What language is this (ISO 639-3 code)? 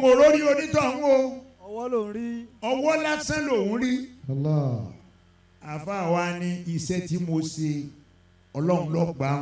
yor